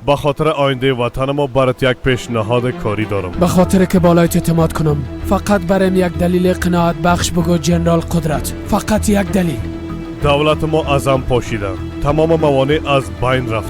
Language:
Persian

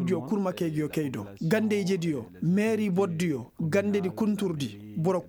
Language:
Koyraboro Senni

